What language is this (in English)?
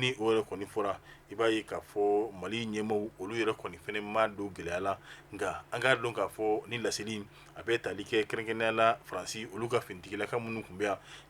Bambara